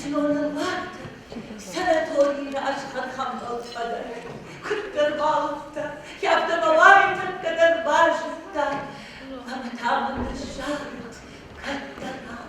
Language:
Ossetic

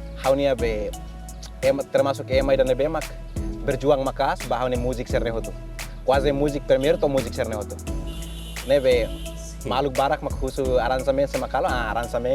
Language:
Tetum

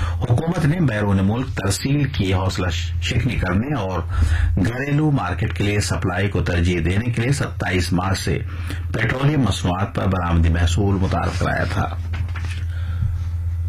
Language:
Urdu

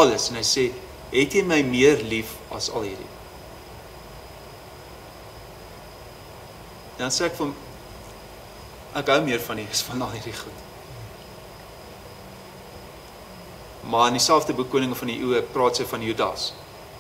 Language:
Afrikaans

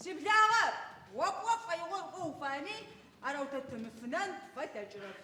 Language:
Adyghe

